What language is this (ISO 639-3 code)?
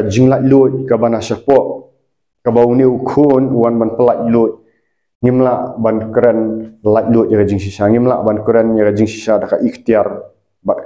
kha